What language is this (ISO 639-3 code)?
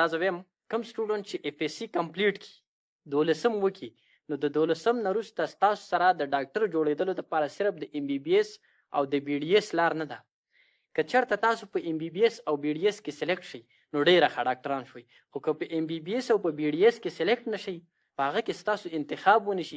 pus